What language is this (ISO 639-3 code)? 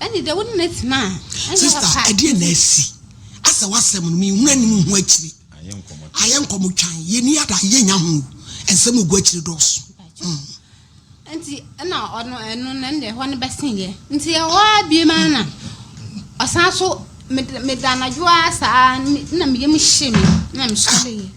aka